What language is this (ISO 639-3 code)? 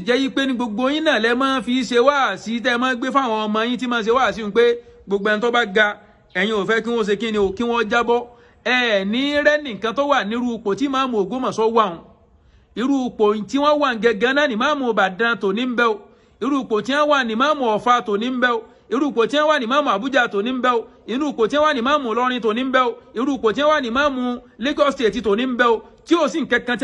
yor